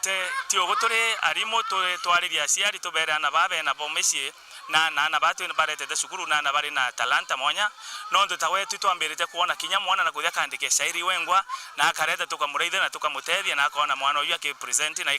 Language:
Meru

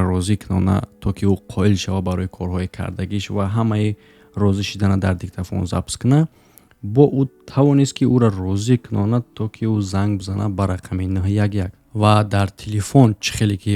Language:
Tajik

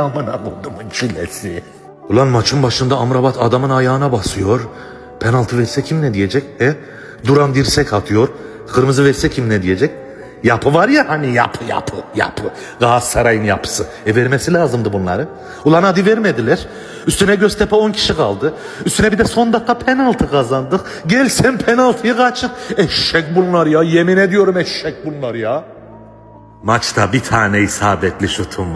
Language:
Turkish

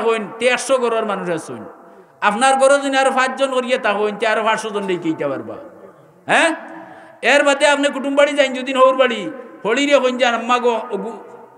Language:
Sylheti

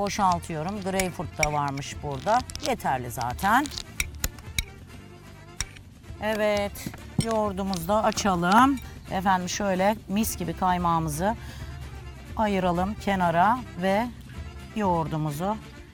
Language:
Turkish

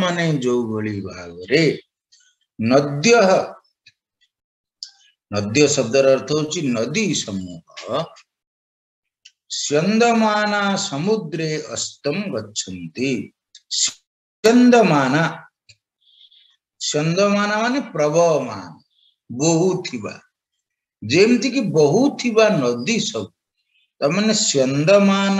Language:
Odia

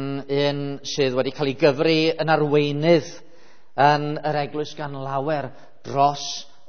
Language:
Welsh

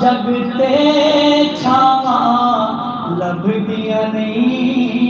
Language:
Saraiki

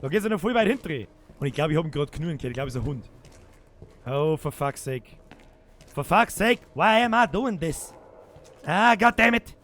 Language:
Bavarian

